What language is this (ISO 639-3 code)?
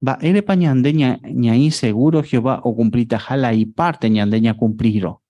grn